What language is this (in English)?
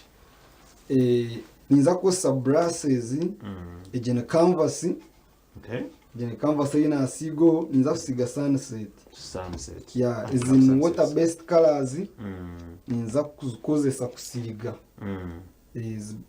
Nyankole